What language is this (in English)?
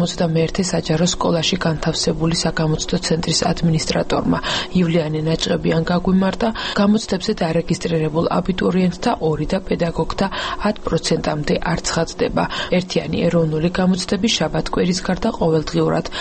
Georgian